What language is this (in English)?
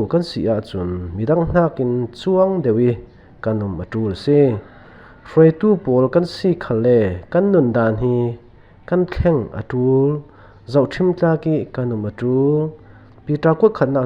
Falam Chin